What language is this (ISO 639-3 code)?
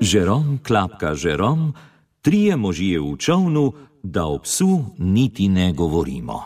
slv